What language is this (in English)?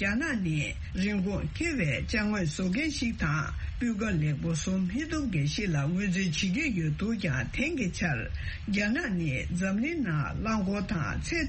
Tibetan